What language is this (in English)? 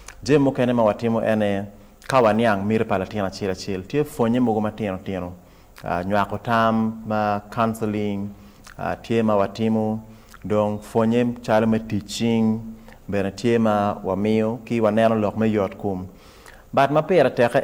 Acoli